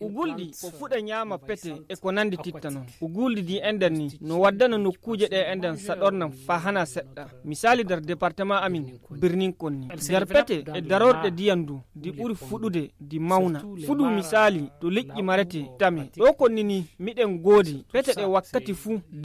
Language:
Fula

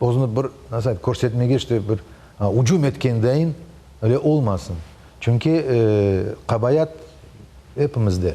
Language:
Crimean Tatar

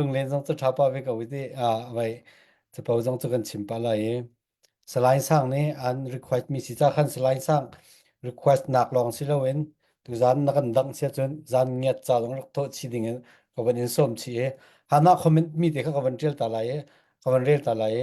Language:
Falam Chin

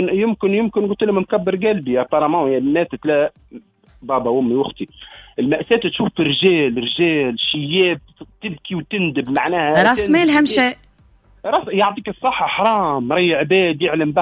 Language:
Tunisian Arabic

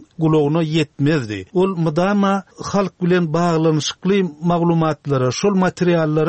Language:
Turkmen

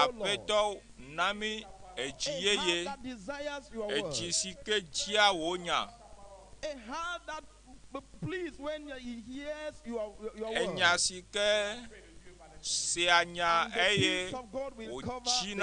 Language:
Ewe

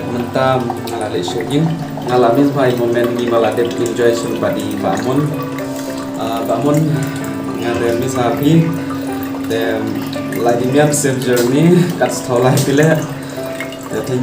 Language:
Khasi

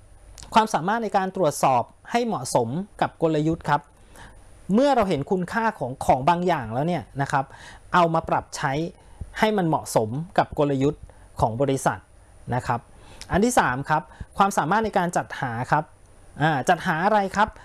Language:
Thai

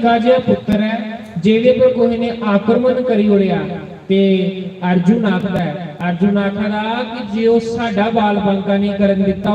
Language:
Dogri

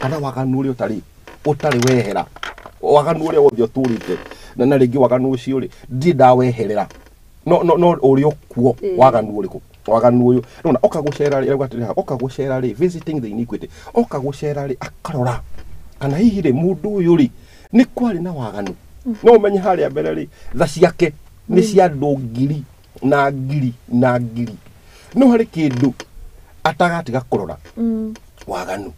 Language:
Kikuyu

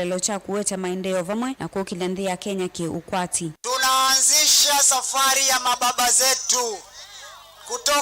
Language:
Kamba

